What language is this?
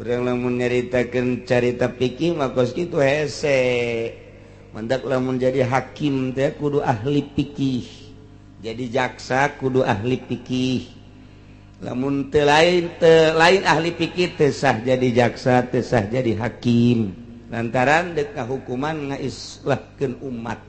Sundanese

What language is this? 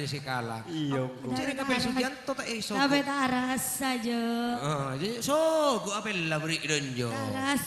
Madurese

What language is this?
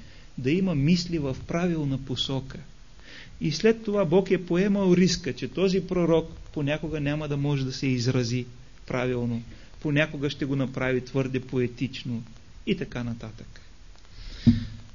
Bulgarian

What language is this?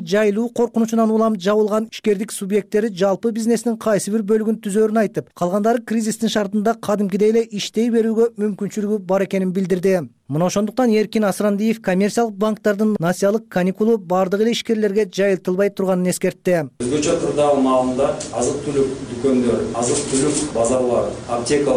Kyrgyz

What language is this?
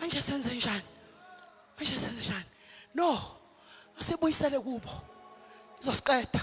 Zulu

